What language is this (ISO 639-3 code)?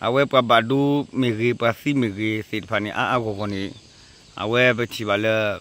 ksw